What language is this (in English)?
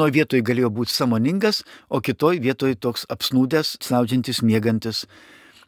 Lithuanian